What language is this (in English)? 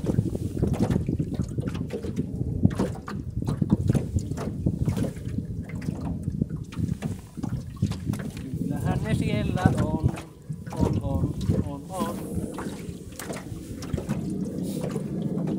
Finnish